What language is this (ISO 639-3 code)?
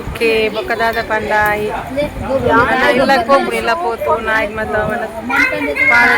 tcy